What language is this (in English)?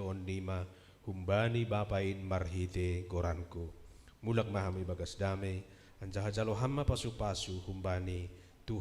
Batak Simalungun